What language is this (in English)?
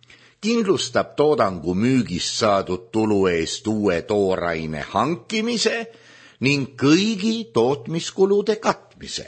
Estonian